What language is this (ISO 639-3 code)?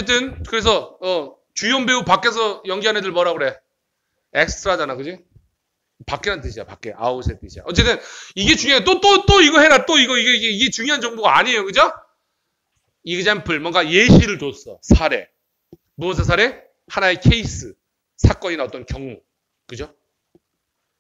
kor